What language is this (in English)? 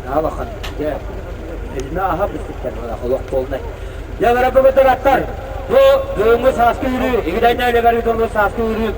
Yakut